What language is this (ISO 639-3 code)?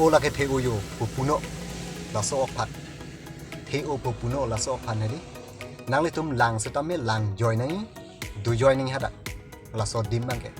mjw